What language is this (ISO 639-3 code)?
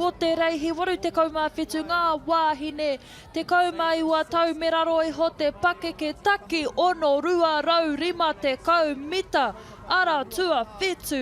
mri